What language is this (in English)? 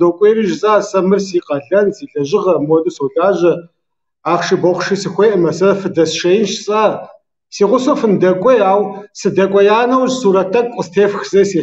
Kabardian